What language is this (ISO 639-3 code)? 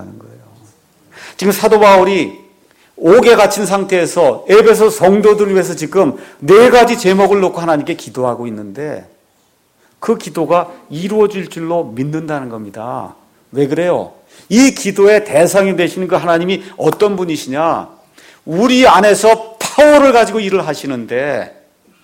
kor